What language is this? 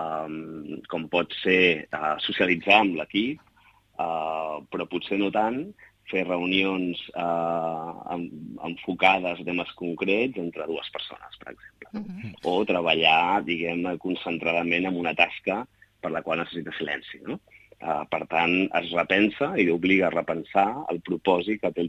Catalan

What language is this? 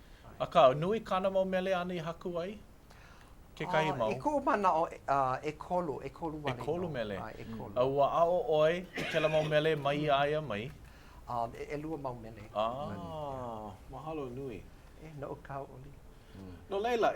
Hawaiian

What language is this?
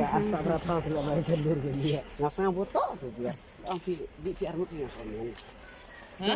Khasi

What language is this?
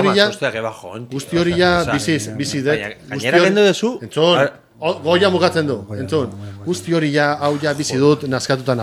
Basque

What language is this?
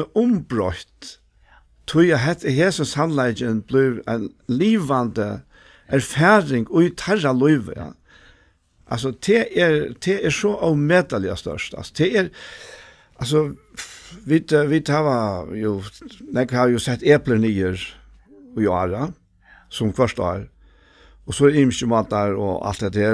Faroese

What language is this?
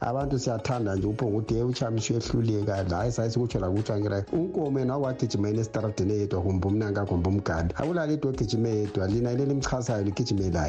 North Ndebele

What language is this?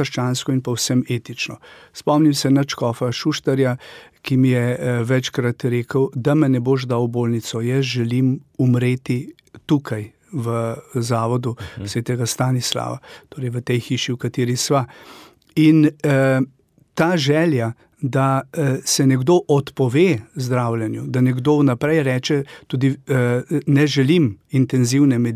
Slovenian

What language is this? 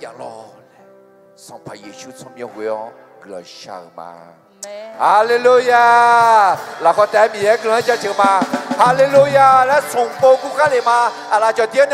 Akha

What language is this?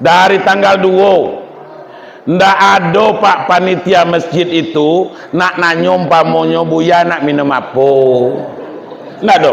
Minangkabau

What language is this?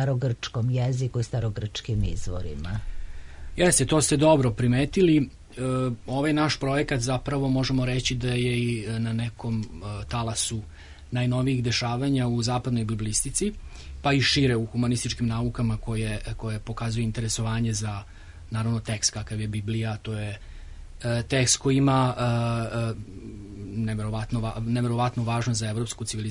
Serbian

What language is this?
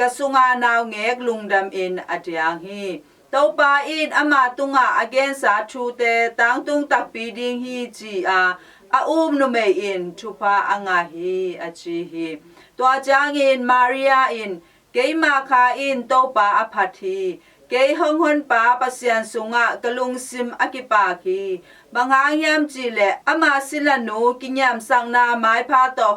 Tedim Chin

